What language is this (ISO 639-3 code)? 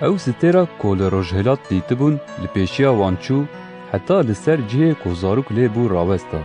kur